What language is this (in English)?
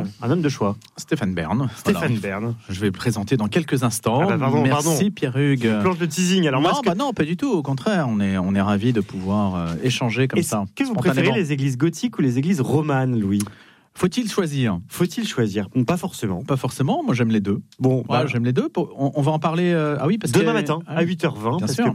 French